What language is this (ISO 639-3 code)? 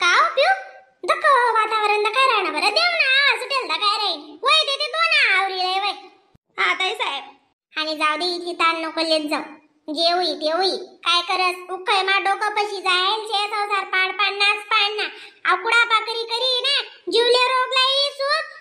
khn